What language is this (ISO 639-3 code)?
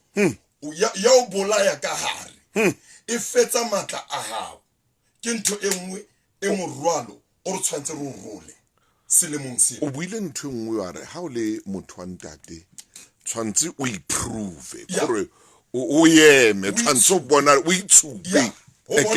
sot